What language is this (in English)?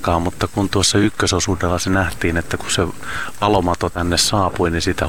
Finnish